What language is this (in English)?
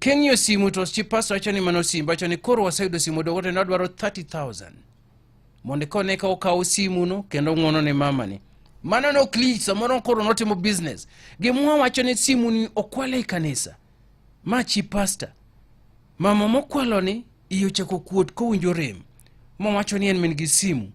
Luo (Kenya and Tanzania)